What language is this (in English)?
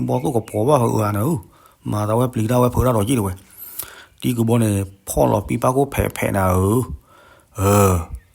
S'gaw Karen